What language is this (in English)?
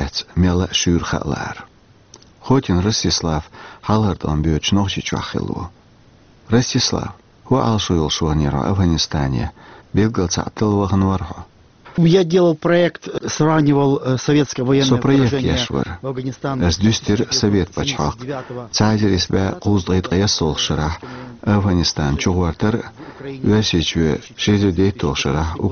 Chechen